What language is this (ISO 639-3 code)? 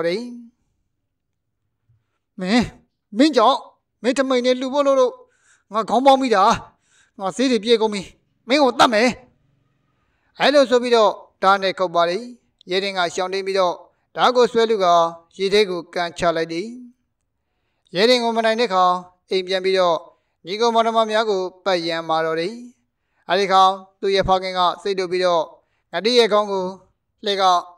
mya